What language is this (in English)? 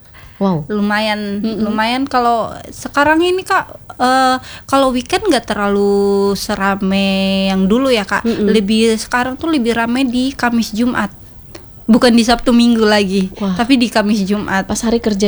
Indonesian